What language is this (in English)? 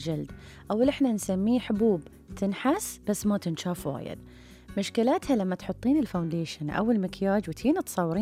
Gulf Arabic